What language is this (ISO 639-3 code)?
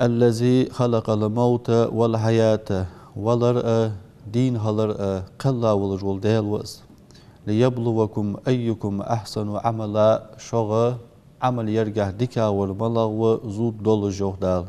inh